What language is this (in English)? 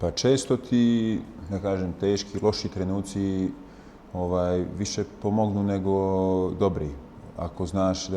Bosnian